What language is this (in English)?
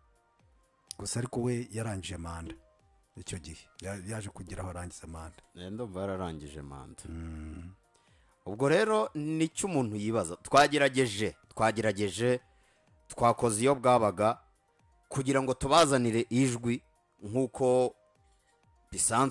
Kinyarwanda